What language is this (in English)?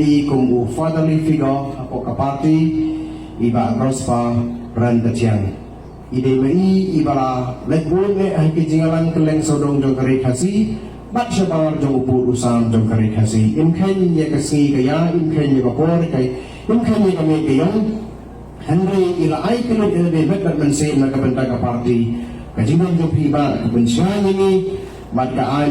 Khasi